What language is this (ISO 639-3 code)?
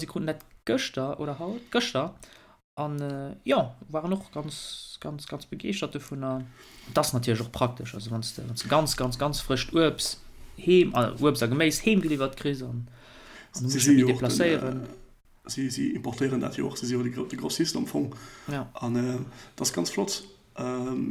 ltz